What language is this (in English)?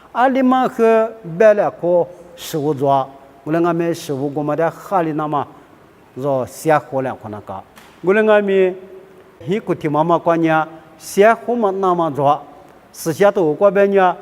Lisu